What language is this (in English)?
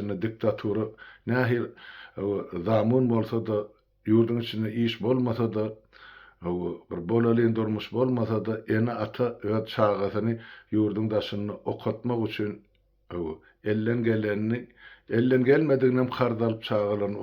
Turkmen